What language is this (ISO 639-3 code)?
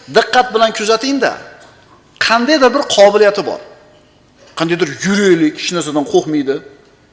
uzb